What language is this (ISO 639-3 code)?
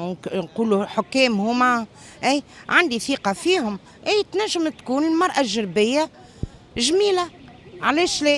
aeb